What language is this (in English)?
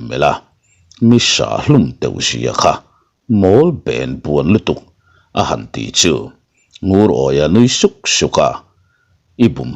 Mizo